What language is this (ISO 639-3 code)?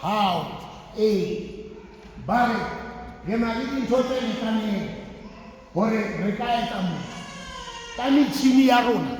sot